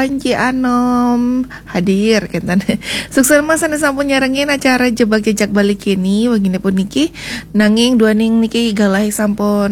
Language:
Balinese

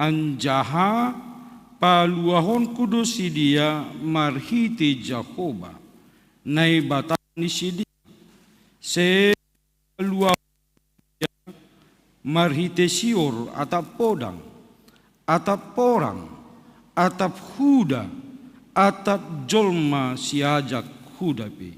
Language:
Batak Simalungun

